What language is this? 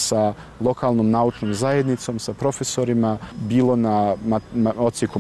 Bosnian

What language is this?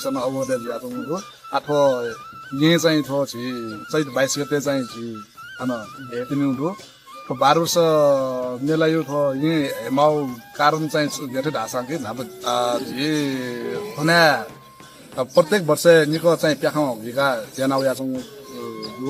Newari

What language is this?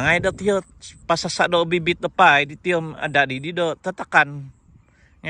Central Dusun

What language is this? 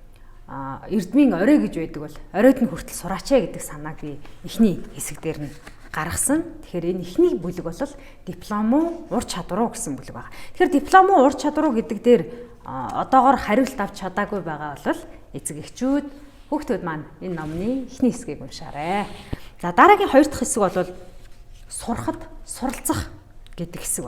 Mongolian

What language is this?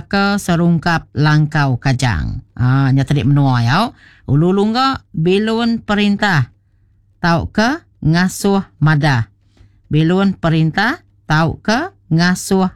Iban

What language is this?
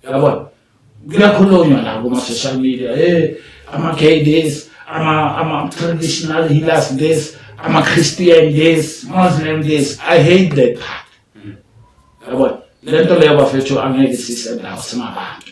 Zulu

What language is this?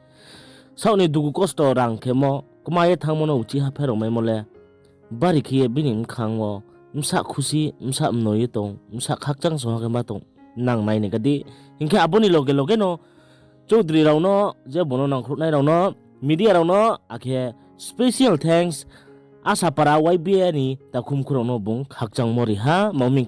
Riang (India)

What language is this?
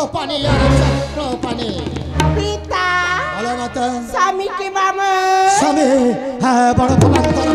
Bangla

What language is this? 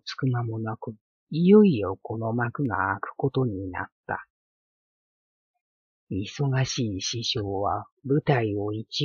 Japanese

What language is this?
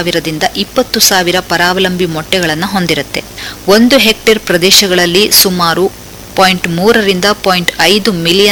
Kannada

